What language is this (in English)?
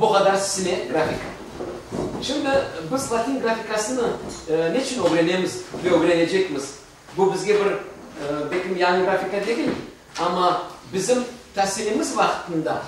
Crimean Tatar